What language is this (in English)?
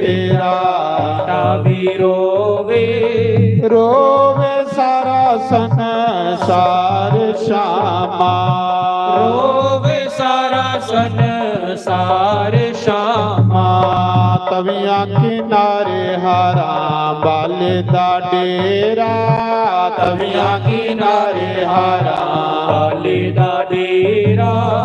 Dogri